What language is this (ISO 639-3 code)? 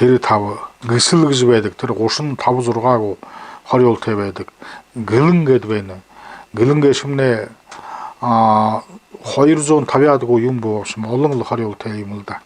bua